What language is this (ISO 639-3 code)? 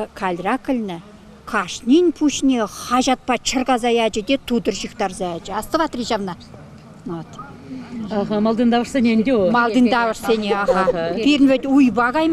chv